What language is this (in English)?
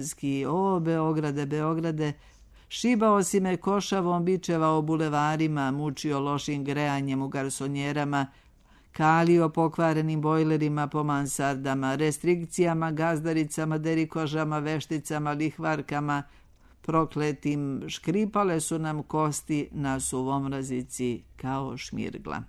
Serbian